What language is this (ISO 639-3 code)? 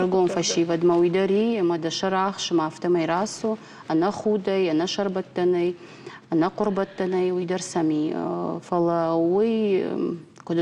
oss